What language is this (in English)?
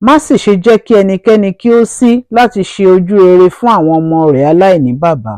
Yoruba